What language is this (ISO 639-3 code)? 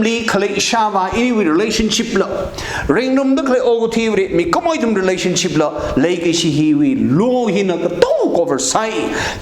nmf